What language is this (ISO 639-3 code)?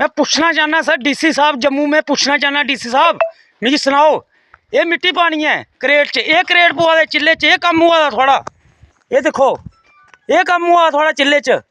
doi